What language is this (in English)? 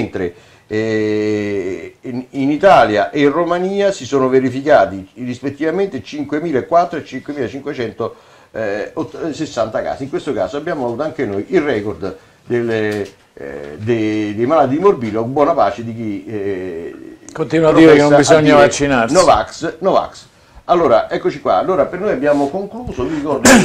Italian